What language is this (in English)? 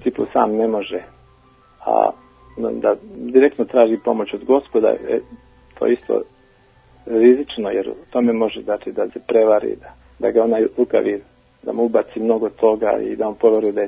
Serbian